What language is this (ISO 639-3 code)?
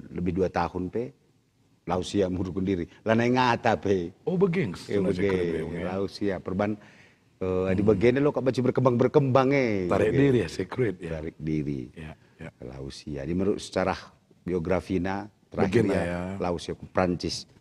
btx